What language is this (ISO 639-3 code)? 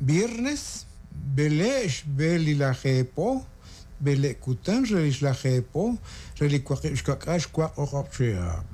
kek